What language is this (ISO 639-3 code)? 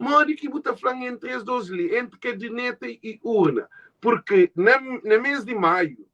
kea